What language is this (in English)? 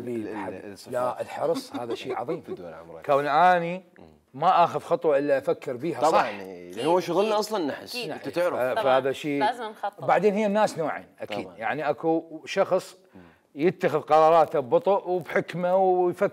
Mesopotamian Arabic